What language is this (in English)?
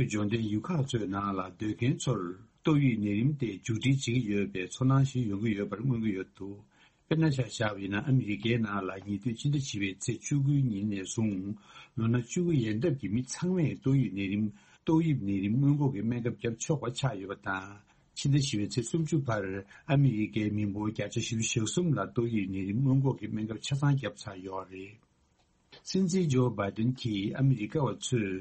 Tibetan